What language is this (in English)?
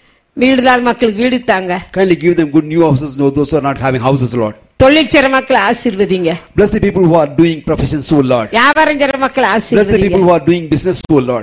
Tamil